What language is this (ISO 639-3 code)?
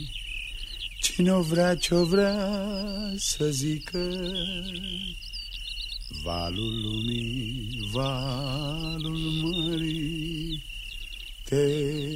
ron